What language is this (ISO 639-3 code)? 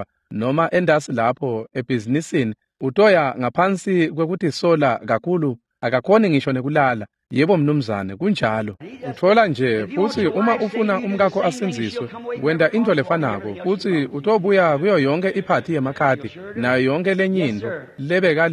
ssw